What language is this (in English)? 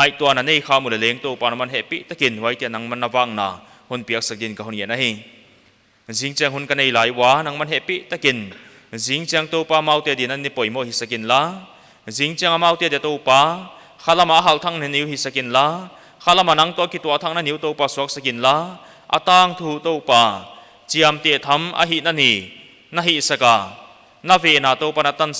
Paite Chin